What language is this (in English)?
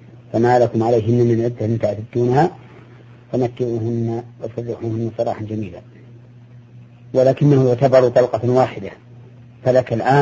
Arabic